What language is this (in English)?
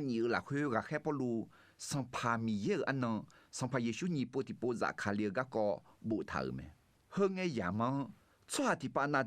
Akha